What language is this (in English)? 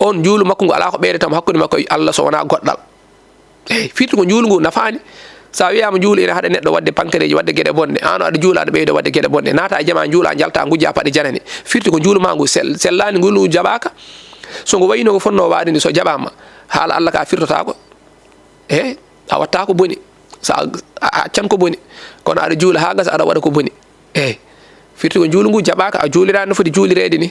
Fula